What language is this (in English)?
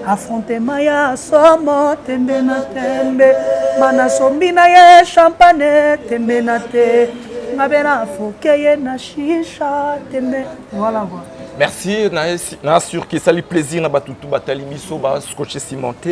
Lingala